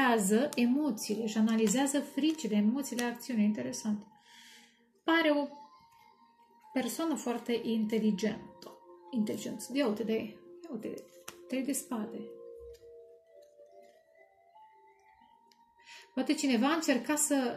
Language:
Romanian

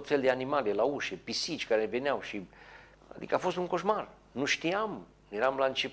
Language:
Romanian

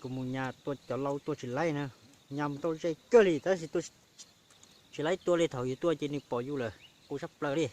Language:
Hmong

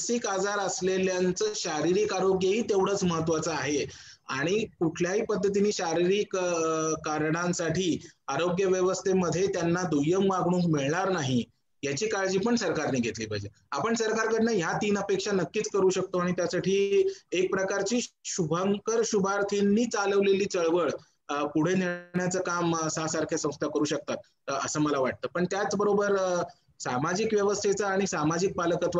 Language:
Marathi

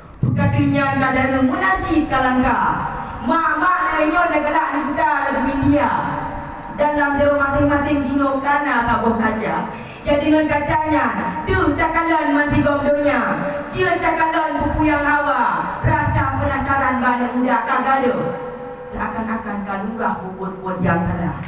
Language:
Achinese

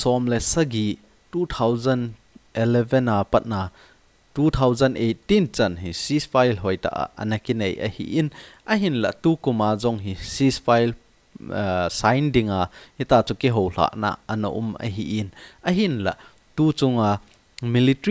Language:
Thado Chin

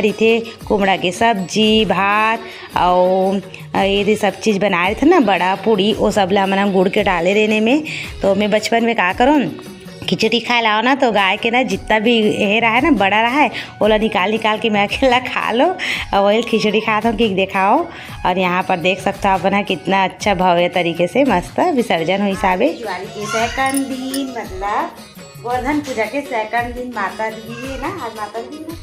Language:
Chhattisgarhi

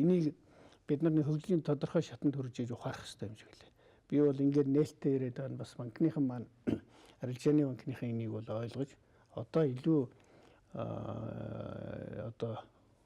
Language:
Mongolian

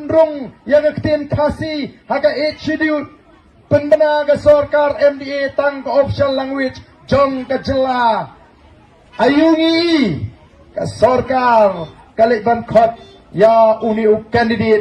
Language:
Khasi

